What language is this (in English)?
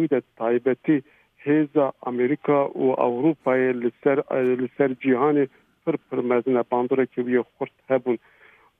Kurdish